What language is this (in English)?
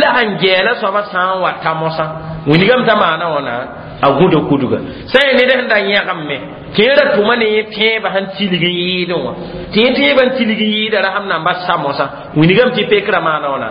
Mossi